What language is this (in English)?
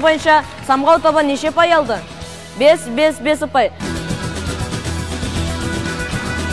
Kazakh